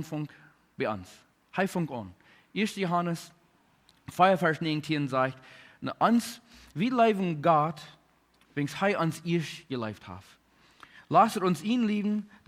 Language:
Plautdietsch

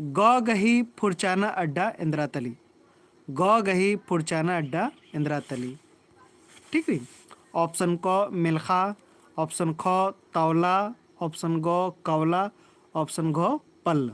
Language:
Kurukh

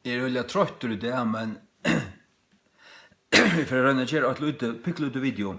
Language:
Faroese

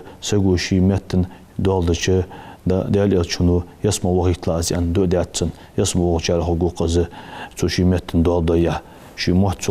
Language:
Ingush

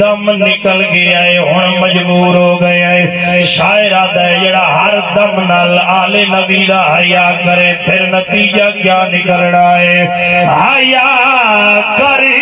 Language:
Saraiki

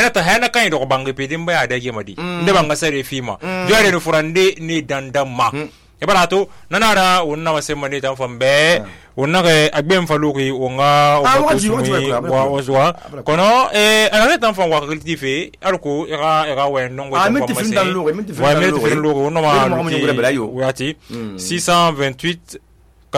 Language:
Susu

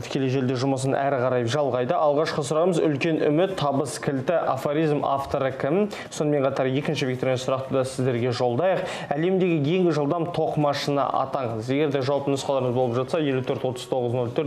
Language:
Kazakh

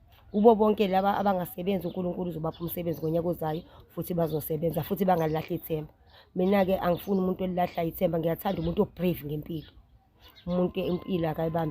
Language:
Zulu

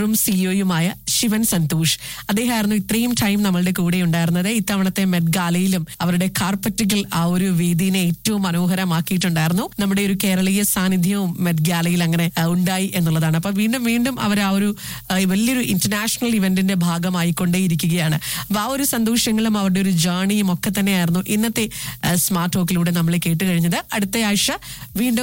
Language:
Malayalam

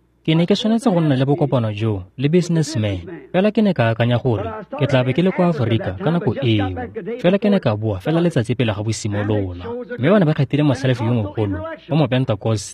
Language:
Tswana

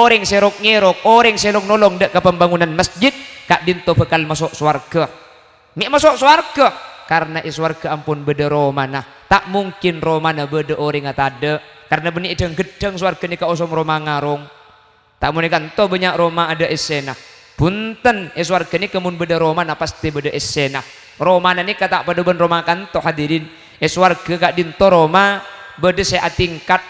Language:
Madurese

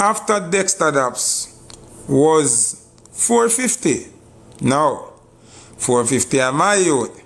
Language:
Jamaican Creole English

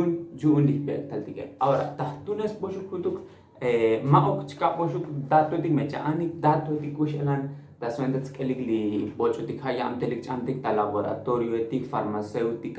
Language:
Tzotzil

